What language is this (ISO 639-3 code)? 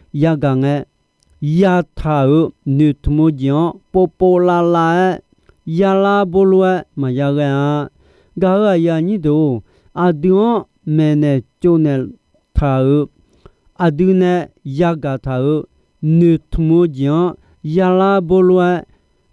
ahk